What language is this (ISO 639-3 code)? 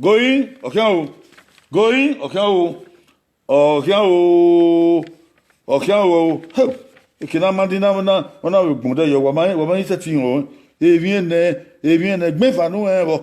bin